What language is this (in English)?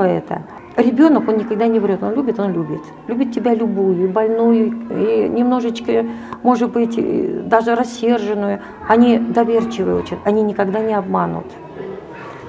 Russian